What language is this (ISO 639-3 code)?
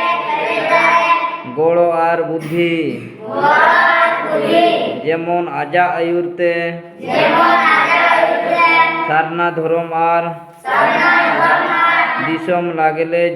sat